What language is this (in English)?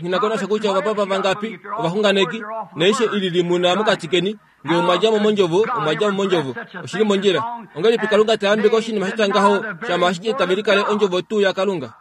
Kuanyama